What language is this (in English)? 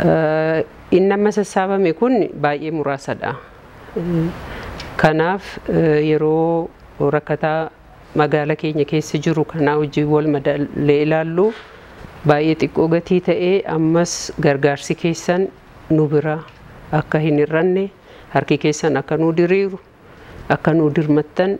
Oromo